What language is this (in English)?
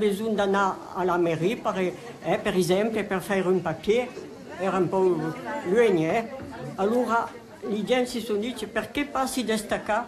Occitan